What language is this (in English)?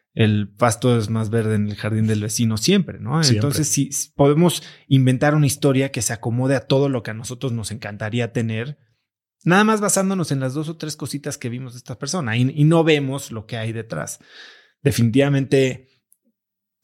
Spanish